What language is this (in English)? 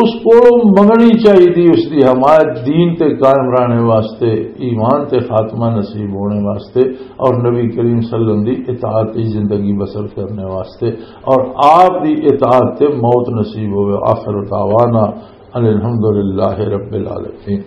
Western Panjabi